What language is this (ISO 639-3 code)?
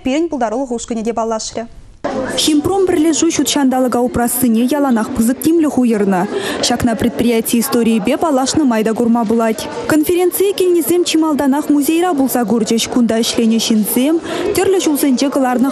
chv